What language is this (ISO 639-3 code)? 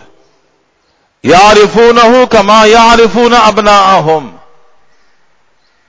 urd